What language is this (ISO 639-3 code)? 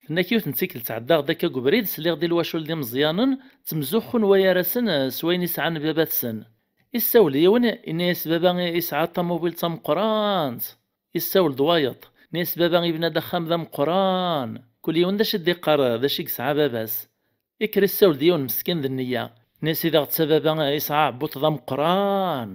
kab